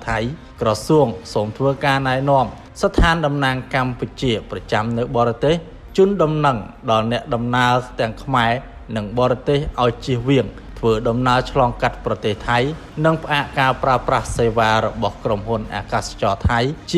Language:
Khmer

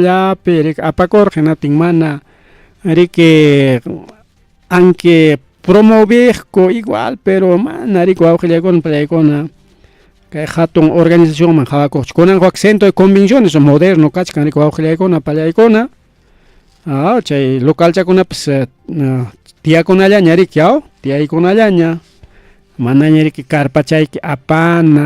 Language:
Ayacucho Quechua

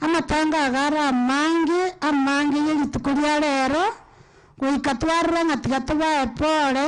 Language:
Gusii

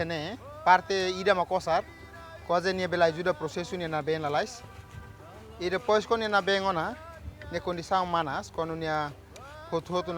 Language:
Tetum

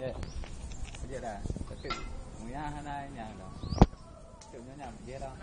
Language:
Achinese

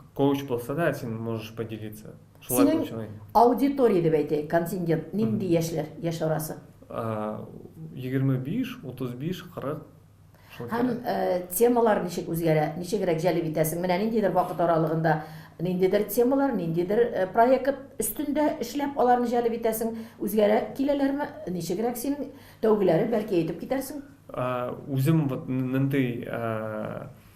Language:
Tatar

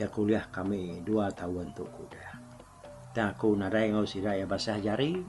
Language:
Iban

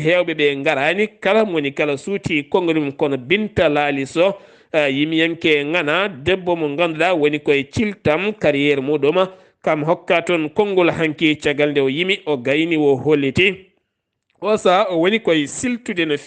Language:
Fula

